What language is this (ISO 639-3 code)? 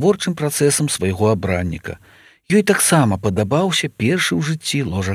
bel